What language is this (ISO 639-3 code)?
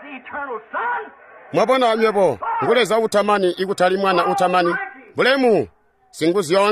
toi